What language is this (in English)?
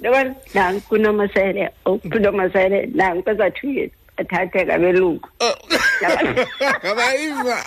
Xhosa